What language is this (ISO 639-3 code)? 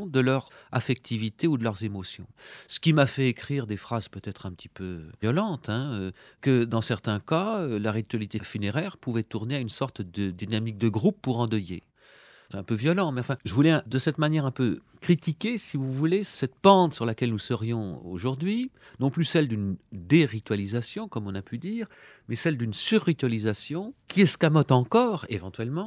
fra